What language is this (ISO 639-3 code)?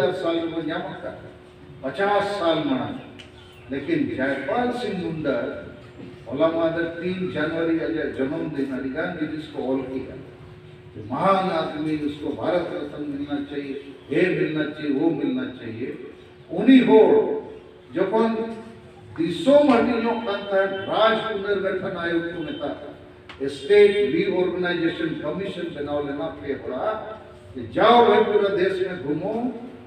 sat